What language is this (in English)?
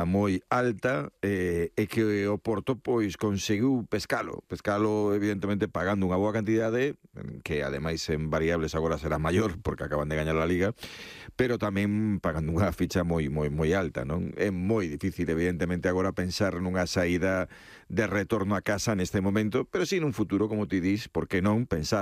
Galician